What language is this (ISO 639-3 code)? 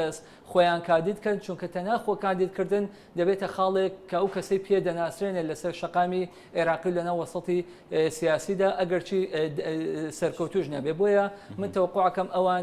ckb